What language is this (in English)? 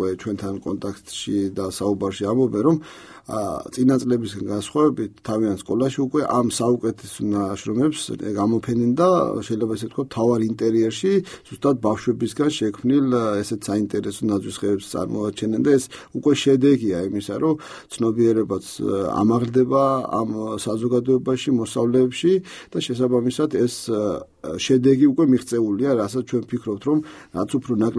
Georgian